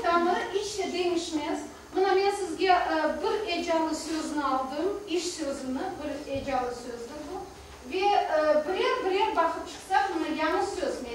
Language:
Crimean Tatar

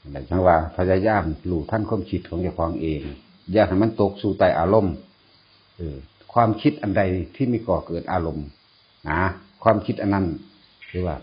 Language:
Northeastern Thai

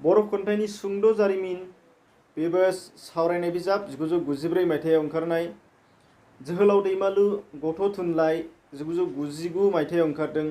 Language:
Bodo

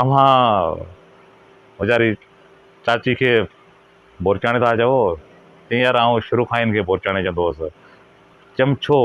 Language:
Sindhi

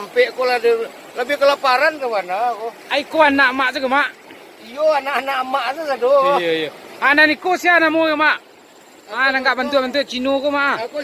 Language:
Minangkabau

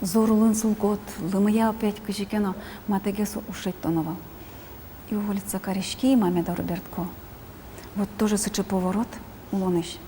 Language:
Udmurt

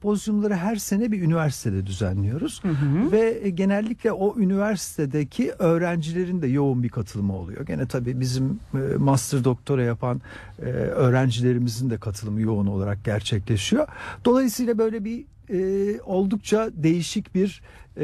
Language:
Turkish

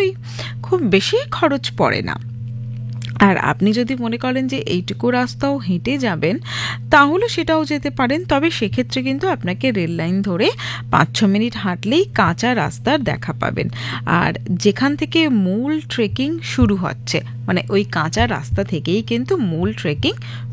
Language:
Bangla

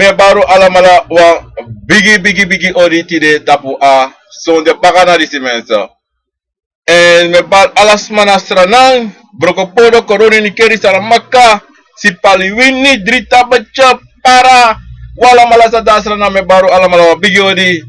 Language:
Sranan Tongo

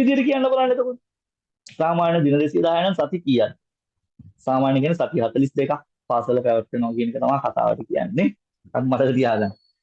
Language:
Sinhala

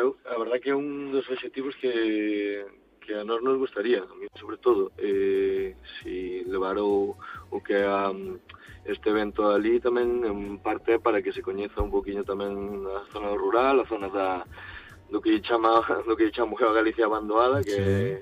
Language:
Galician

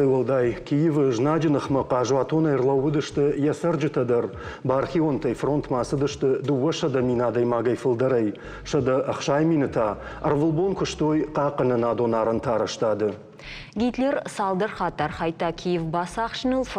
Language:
Ossetic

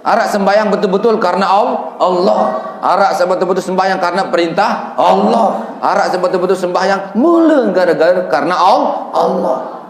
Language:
Sasak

